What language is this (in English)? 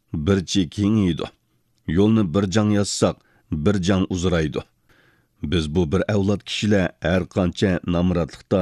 Uyghur